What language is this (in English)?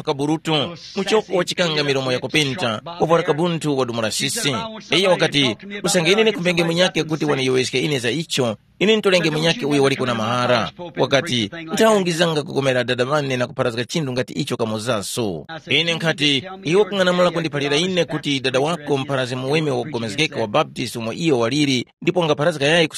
Tumbuka